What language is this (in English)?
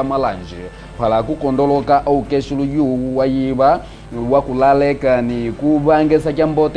Kimbundu